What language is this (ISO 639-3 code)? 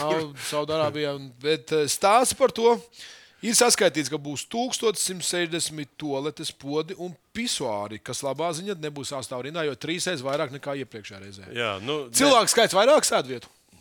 lav